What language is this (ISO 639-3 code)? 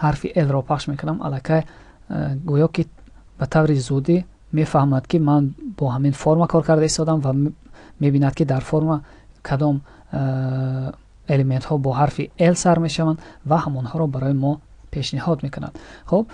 tgk